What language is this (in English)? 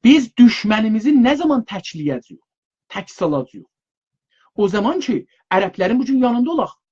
South Azerbaijani